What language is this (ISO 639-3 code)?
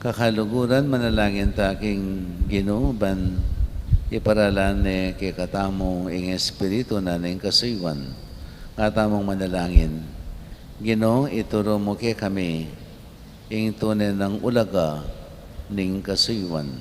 pam